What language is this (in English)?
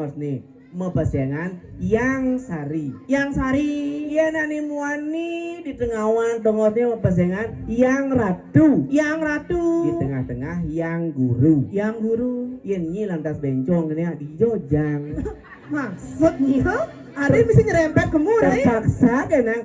Balinese